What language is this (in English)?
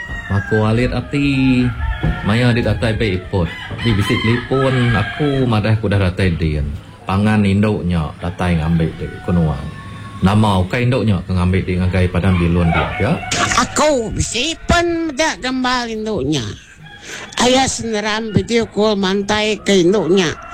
Iban